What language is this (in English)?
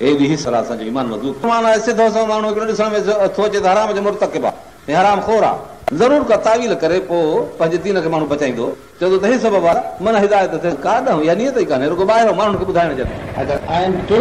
Sindhi